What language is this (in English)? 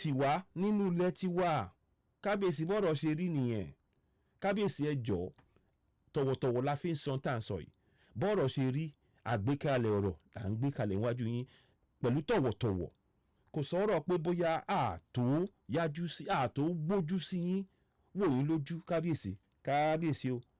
Yoruba